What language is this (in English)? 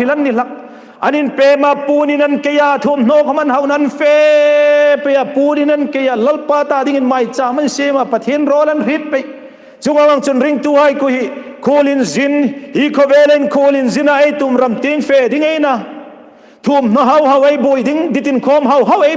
Hmar